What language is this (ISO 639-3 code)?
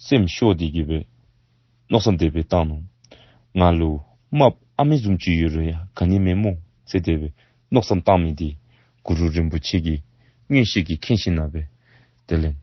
dzo